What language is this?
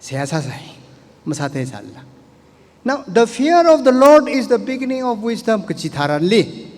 Tangkhul Naga (India)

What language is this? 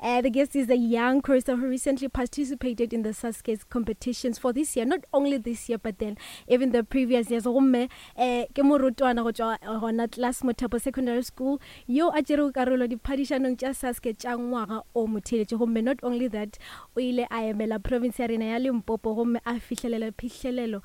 Northern Sotho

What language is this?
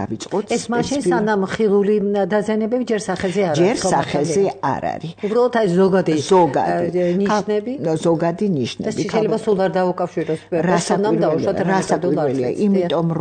Georgian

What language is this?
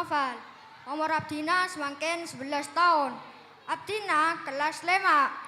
Madurese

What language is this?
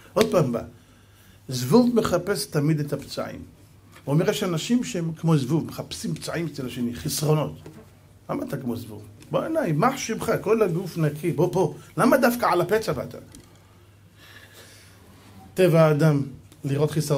Hebrew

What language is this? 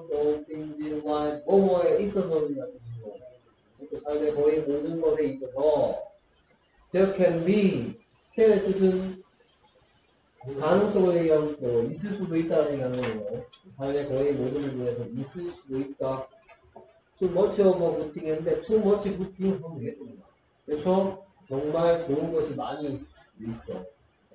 Korean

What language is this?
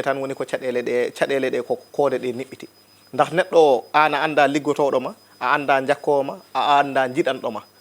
Fula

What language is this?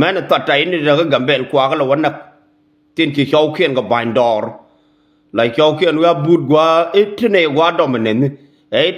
Nuer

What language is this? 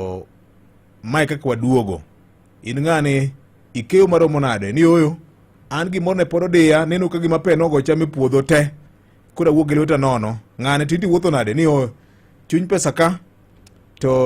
Luo (Kenya and Tanzania)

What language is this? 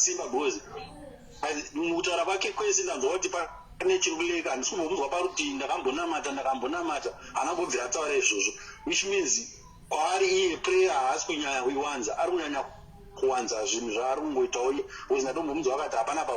Shona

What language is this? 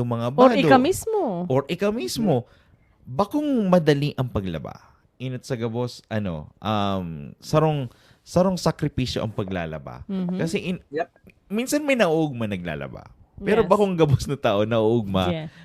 Bikol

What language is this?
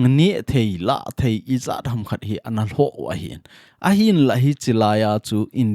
Thado Chin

